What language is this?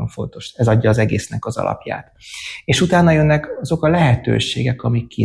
Hungarian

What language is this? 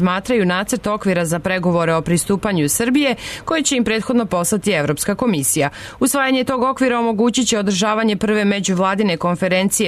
Serbian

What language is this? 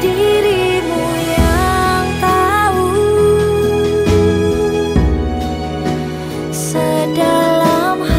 Indonesian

